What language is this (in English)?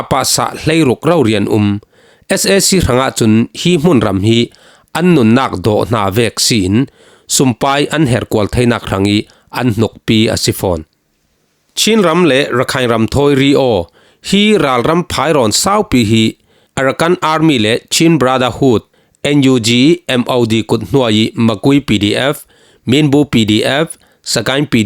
Falam Chin